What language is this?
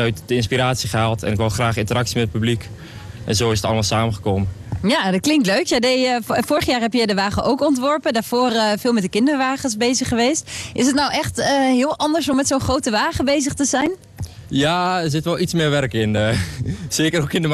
Dutch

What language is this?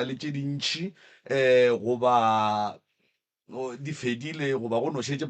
Northern Sotho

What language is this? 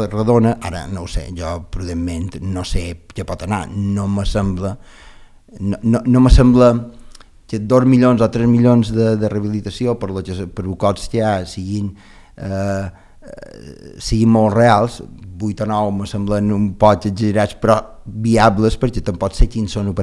Catalan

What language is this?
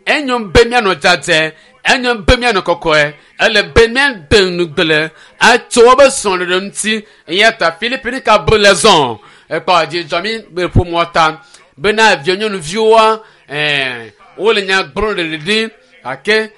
Ewe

